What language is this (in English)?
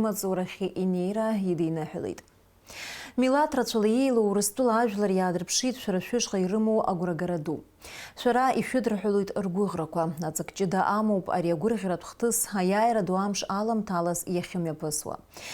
Abkhazian